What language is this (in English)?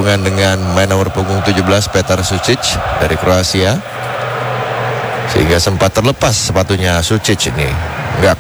Indonesian